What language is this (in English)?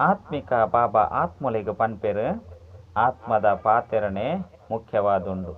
Tulu